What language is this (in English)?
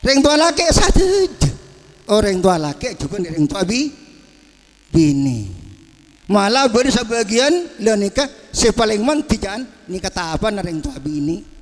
Madurese